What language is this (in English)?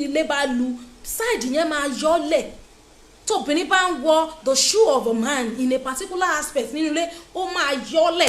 Yoruba